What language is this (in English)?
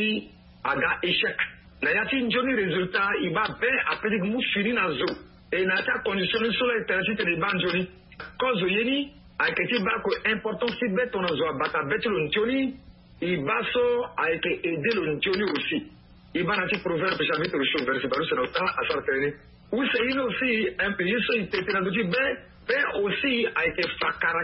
Sango